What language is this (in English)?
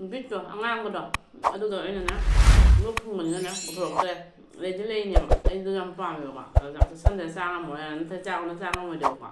Manipuri